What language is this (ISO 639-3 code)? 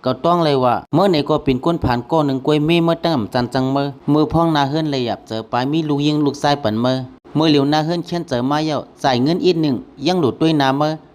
shn